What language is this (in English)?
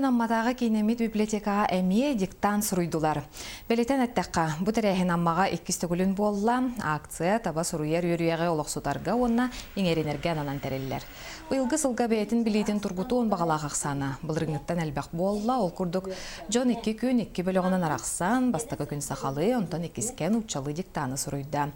Yakut